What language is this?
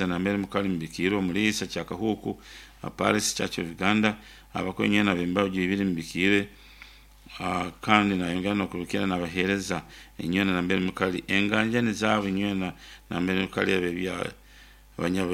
Nyoro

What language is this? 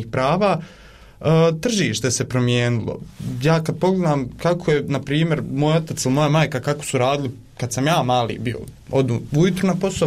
Bosnian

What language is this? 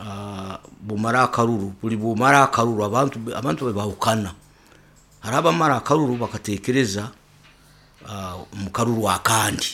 Nyoro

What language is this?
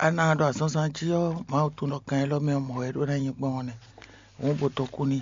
Fon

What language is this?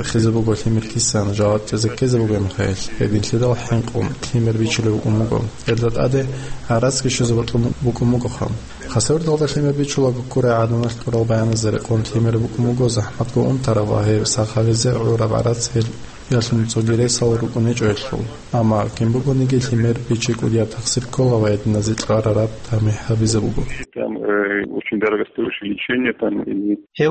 Avaric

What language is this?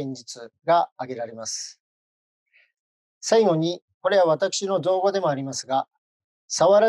Japanese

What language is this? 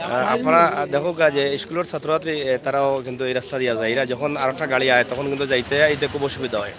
Sylheti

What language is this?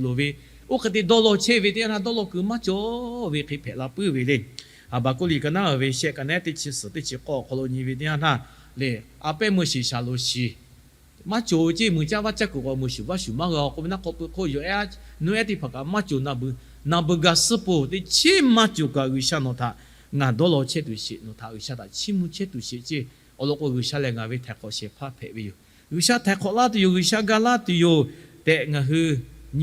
Lahu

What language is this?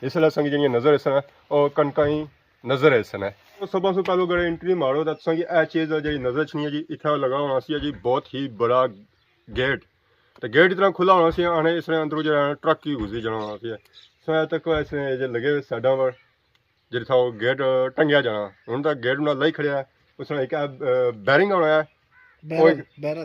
Pahari-Potwari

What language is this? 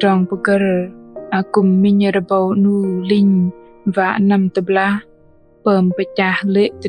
Bahnar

